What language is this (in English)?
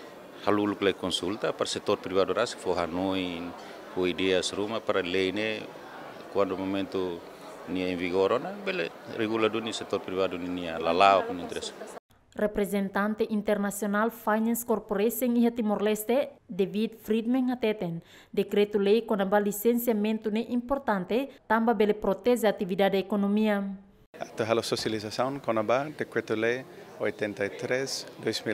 Tetum